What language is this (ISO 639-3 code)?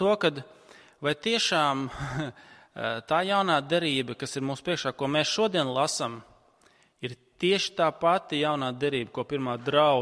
lav